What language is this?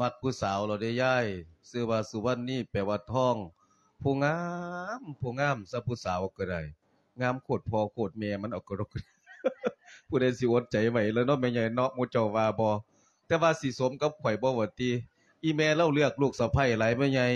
Lao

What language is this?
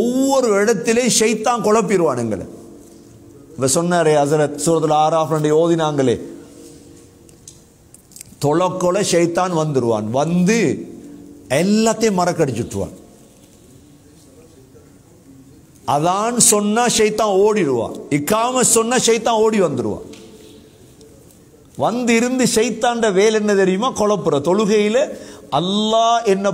Tamil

